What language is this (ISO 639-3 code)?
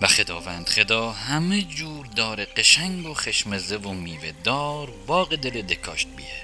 mzn